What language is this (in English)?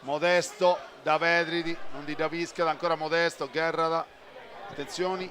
Sardinian